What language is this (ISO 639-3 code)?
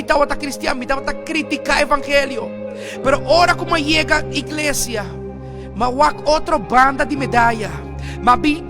pap